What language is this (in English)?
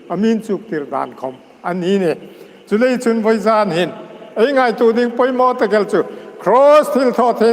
Hmar